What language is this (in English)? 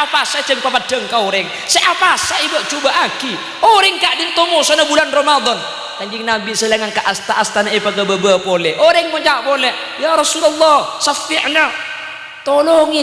Madurese